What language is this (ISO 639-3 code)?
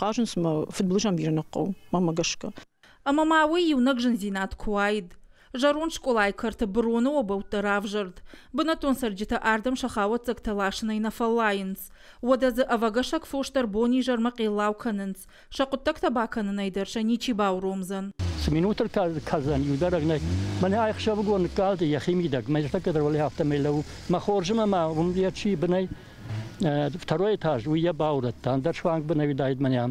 oss